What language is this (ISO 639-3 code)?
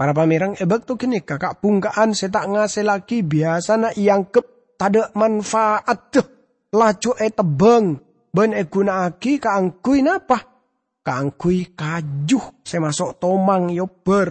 mad